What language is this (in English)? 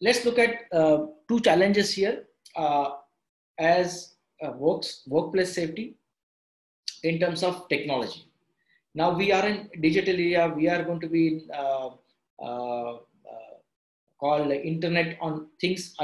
English